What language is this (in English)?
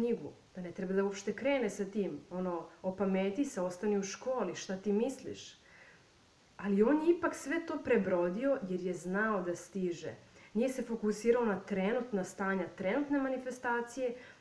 Serbian